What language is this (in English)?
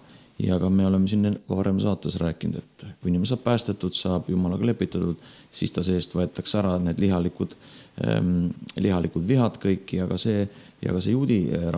Estonian